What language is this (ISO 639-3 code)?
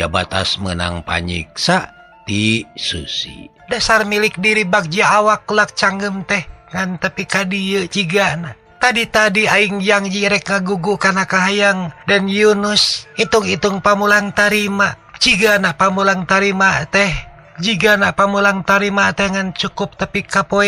sun